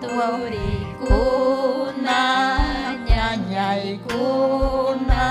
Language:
Ayacucho Quechua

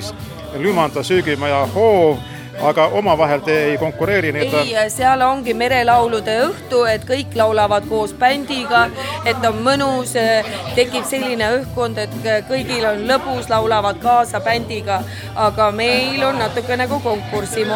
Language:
Estonian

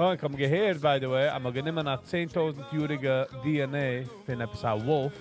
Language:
Yiddish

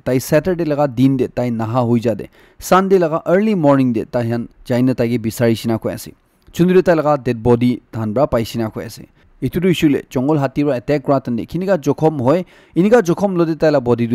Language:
Naga Pidgin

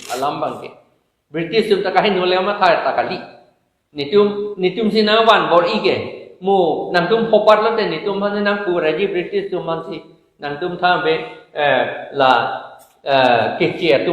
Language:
Karbi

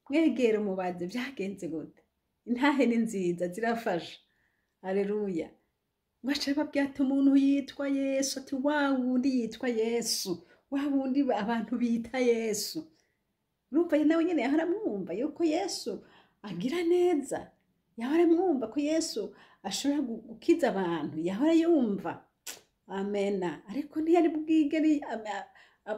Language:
Rundi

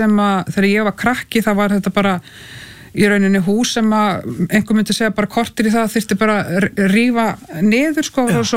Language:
Icelandic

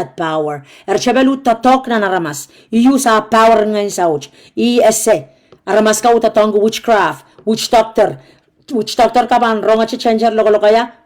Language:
Pohnpeian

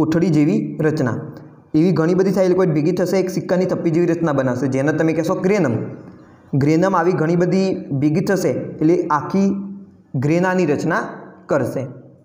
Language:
Gujarati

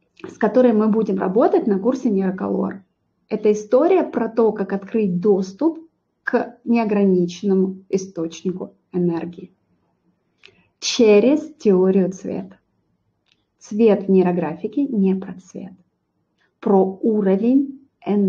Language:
Russian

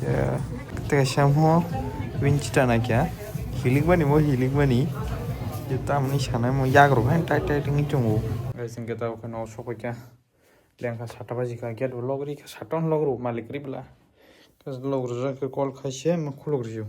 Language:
Kok Borok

